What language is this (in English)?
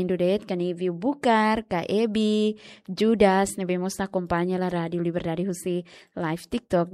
Tetum